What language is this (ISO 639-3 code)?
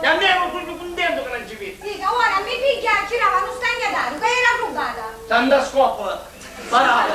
scn